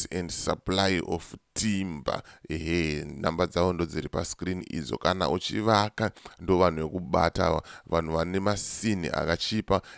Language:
Shona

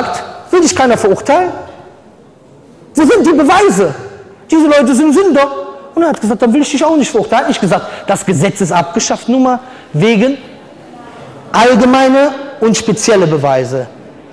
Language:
German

